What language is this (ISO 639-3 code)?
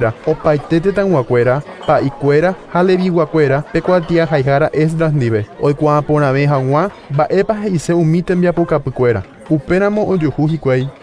grn